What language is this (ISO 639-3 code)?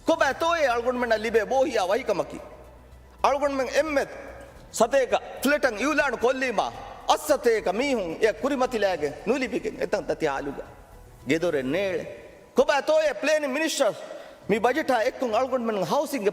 div